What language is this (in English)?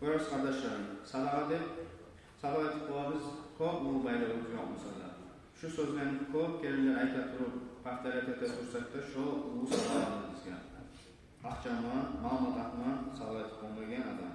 Kumyk